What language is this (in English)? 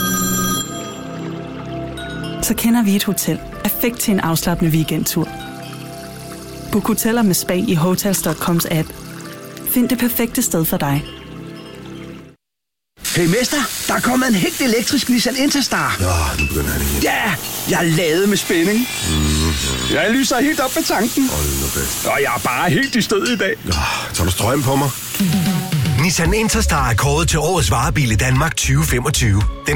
Danish